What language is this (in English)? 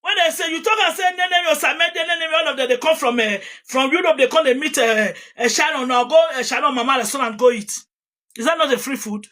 Nigerian Pidgin